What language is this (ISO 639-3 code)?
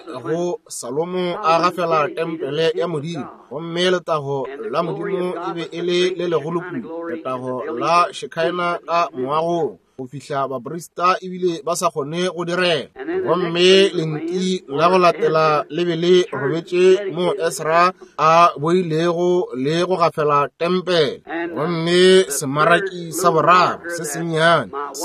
nso